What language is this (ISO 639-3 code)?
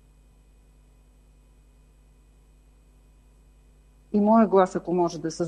bul